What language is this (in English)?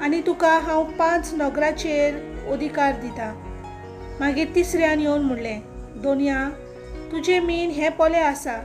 Konkani